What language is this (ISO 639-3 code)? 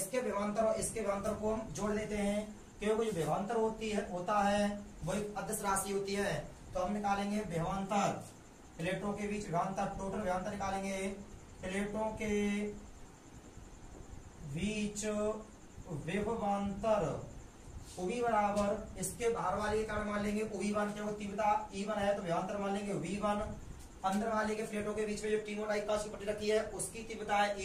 hin